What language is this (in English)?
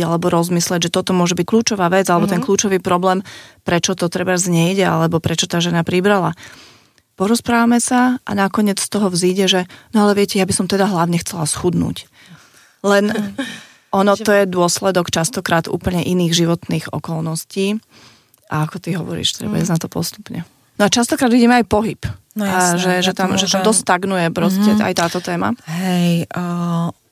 Slovak